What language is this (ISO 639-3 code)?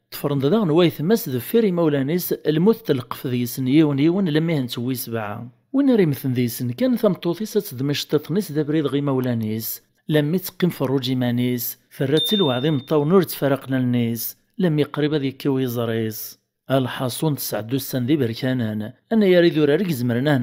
kab